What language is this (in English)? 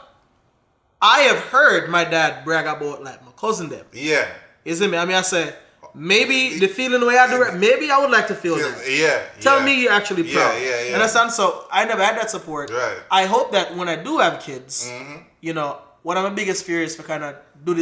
Jamaican Creole English